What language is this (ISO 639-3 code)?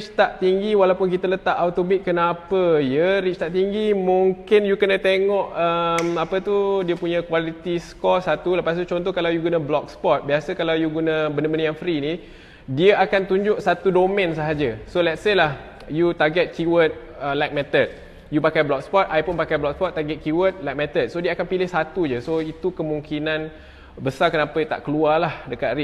msa